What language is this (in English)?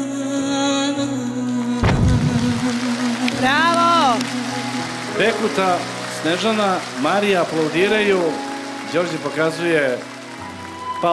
Serbian